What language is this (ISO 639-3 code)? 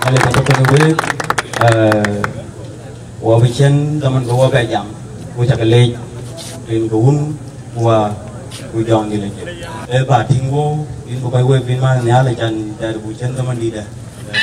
din